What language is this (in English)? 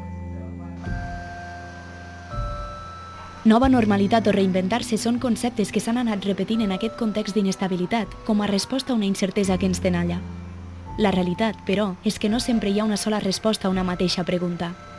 Catalan